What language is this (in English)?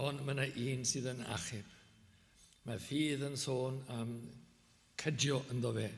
Welsh